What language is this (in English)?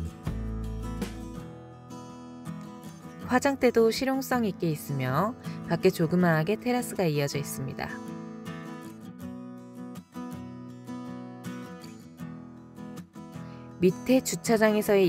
Korean